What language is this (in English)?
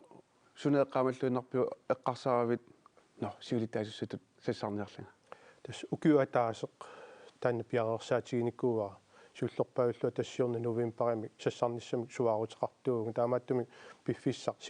Kalaallisut